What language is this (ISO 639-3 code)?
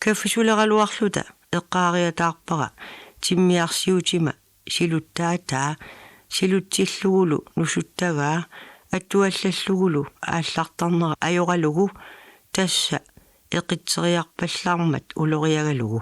kal